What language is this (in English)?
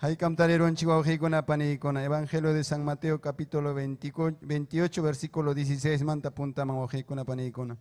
Ayacucho Quechua